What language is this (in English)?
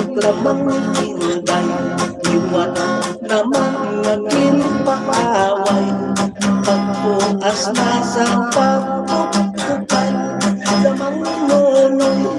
Hiligaynon